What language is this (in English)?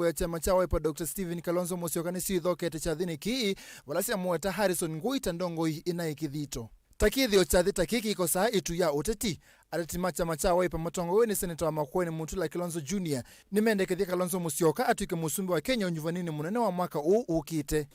Kamba